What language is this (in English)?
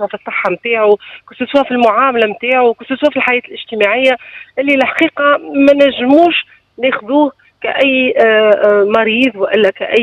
Tunisian Arabic